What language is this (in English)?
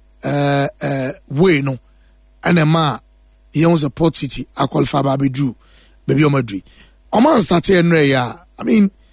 Akan